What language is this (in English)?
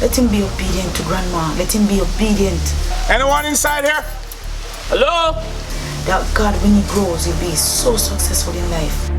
Jamaican Creole English